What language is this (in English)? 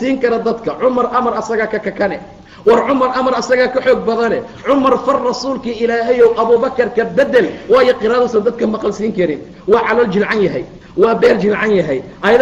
Somali